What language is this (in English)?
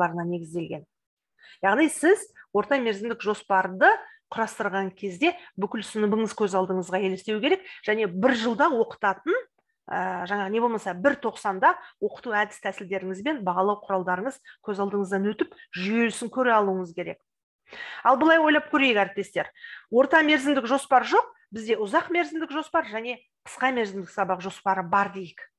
Kazakh